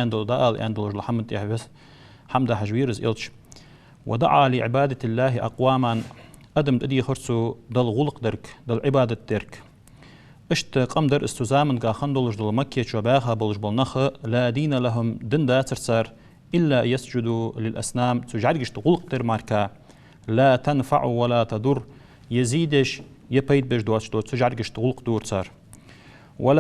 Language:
Ingush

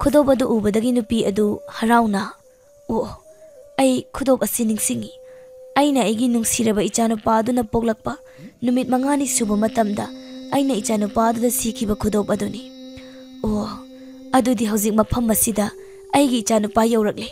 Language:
Manipuri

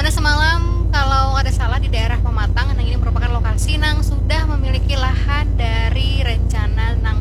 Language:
Banjar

